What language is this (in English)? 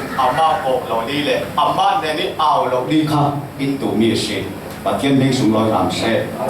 Falam Chin